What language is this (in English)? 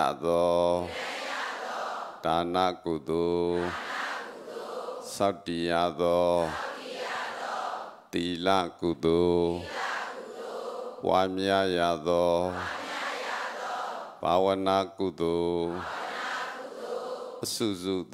Burmese